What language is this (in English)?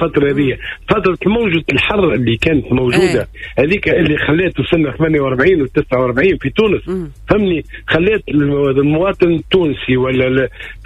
Tunisian Arabic